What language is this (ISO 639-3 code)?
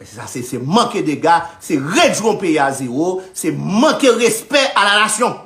hat